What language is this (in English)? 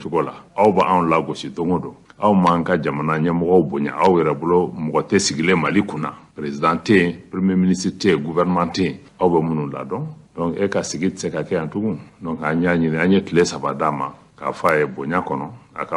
Bambara